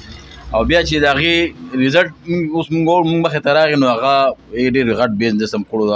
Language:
Pashto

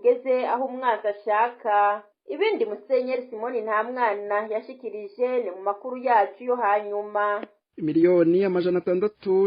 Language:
Rundi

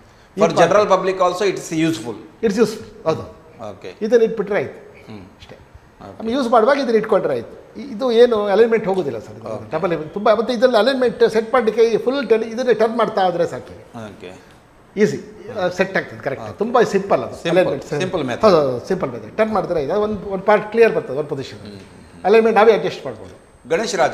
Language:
Kannada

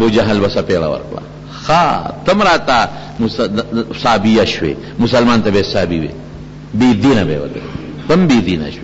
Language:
Pashto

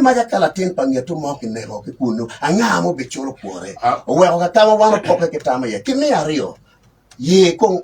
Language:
Acoli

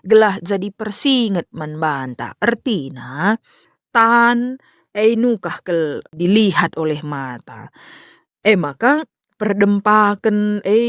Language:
Batak Karo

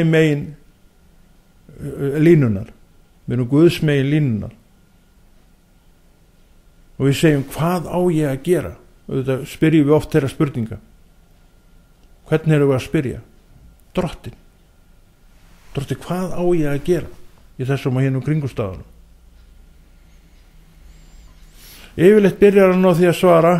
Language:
Icelandic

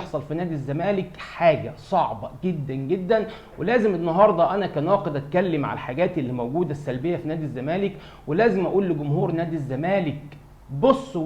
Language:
Egyptian Arabic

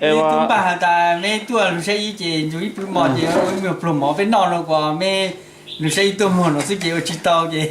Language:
Hmong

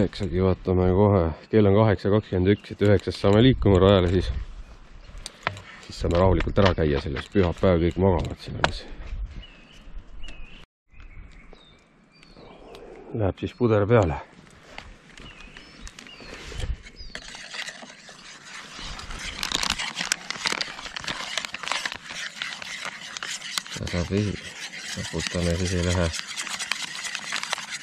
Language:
Estonian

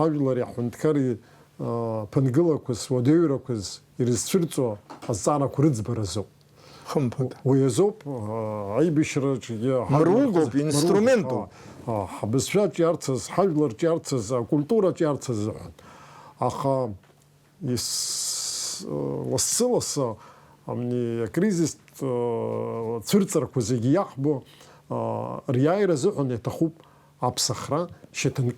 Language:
Abkhazian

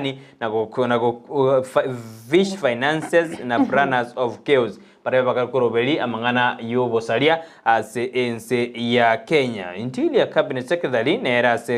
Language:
Gusii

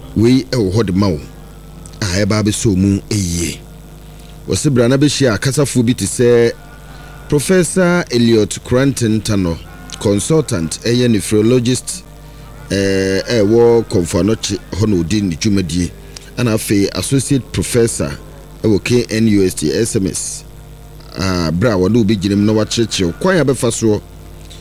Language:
Akan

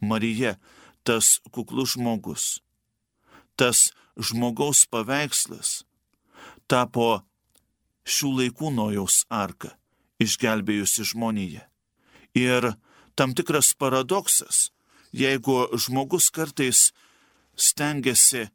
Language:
Lithuanian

